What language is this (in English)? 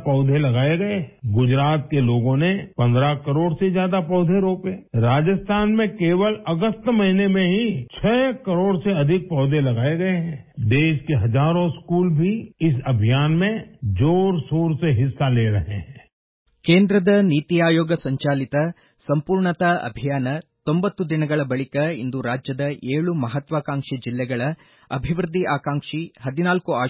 Kannada